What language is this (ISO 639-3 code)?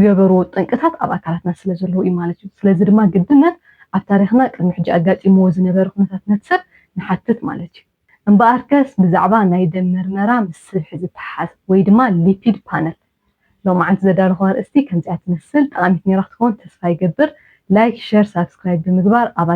tir